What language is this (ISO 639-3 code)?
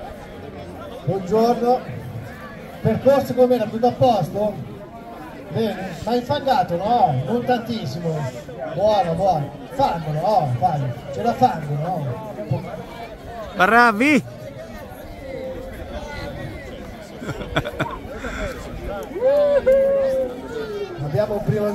ita